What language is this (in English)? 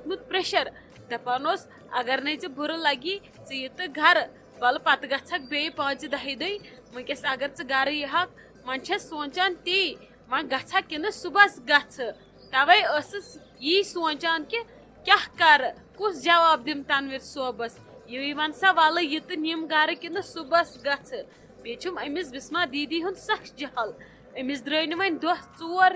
Kashmiri